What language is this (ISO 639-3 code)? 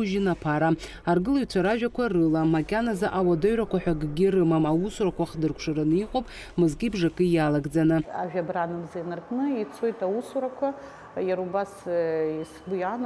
abk